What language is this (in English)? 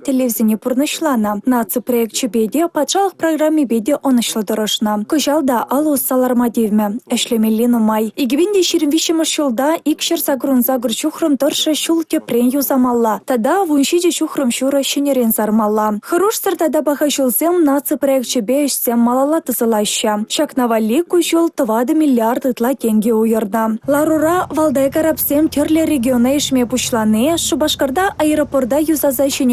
Chuvash